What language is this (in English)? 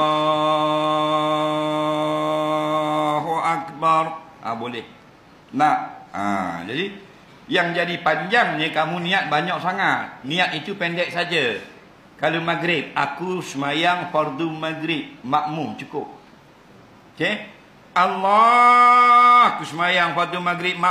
Malay